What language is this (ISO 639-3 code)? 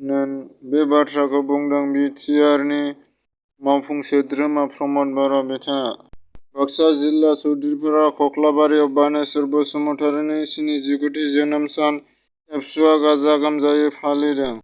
brx